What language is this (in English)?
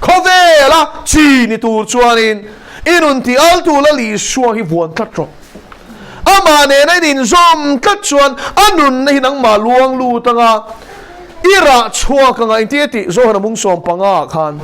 Mizo